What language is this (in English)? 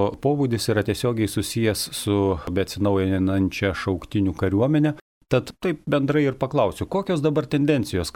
Lithuanian